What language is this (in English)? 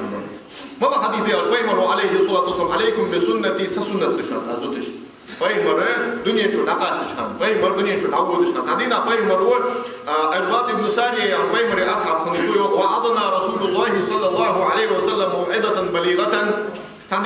Ingush